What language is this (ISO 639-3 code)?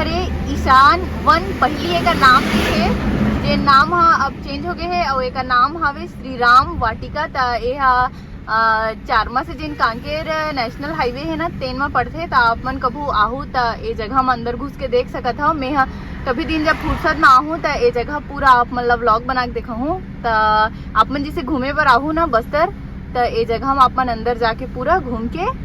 hne